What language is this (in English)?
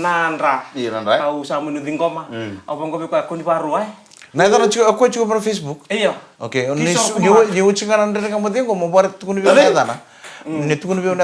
Fijian